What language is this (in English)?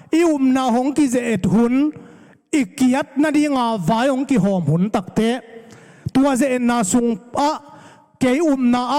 Tedim Chin